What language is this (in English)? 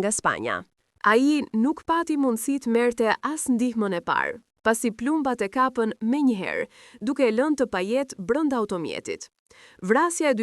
Albanian